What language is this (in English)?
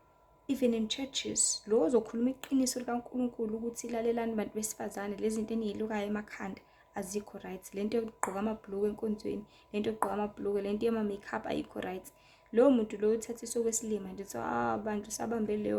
Zulu